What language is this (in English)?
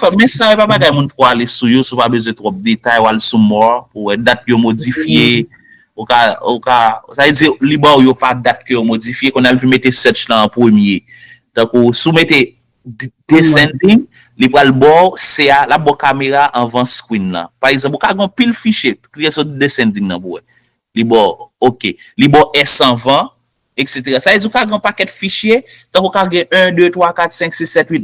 Haitian Creole